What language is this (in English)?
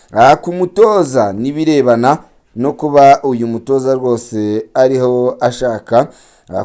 Kinyarwanda